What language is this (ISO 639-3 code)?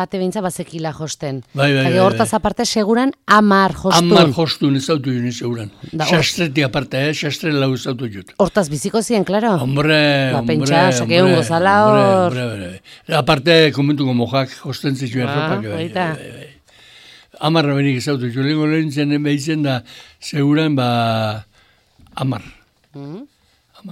eus